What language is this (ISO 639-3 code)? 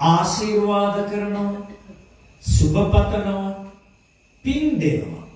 sin